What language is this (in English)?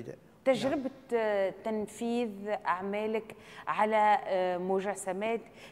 Tunisian Arabic